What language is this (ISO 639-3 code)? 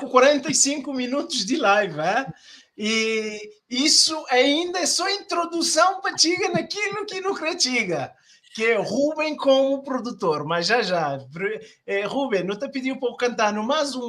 kea